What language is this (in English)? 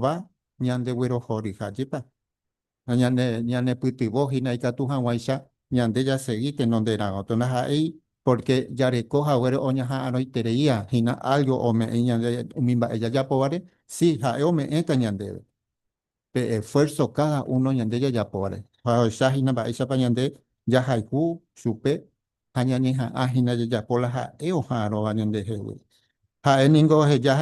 Guarani